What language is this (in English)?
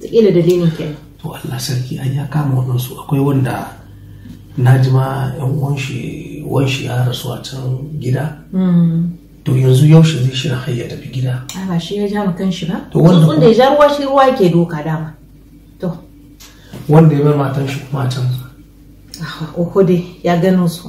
Hausa